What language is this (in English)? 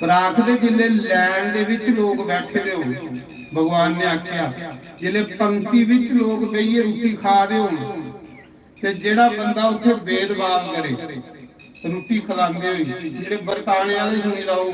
Dogri